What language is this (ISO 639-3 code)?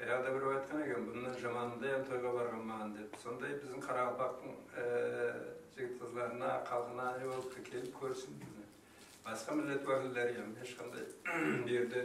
kaa